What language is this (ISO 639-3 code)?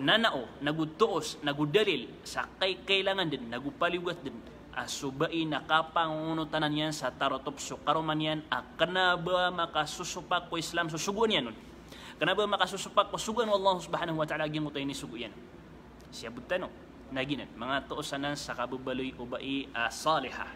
mrw